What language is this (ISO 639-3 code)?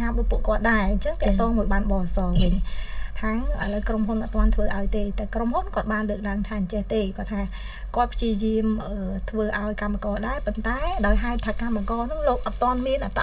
khm